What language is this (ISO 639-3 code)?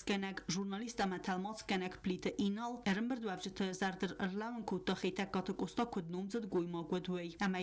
oss